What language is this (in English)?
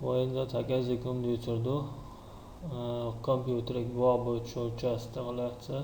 Chechen